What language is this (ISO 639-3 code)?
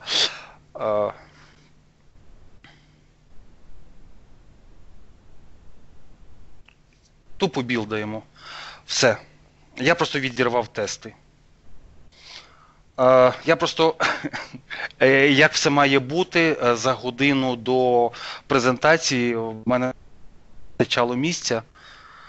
ukr